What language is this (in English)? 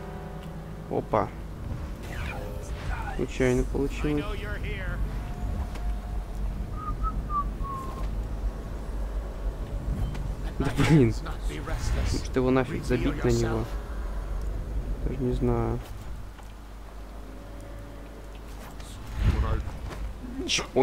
Russian